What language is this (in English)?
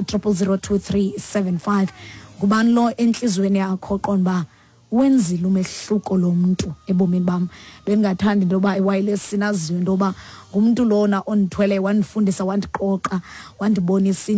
Xhosa